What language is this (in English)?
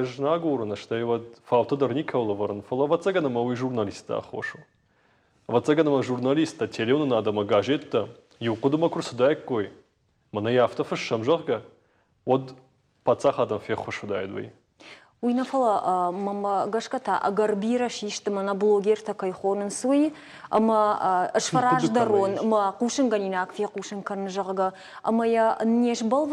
Ossetic